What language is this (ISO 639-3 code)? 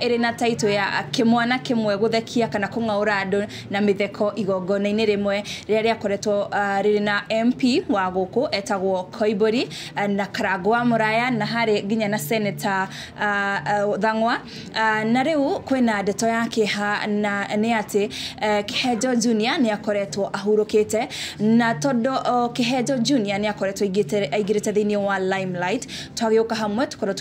kik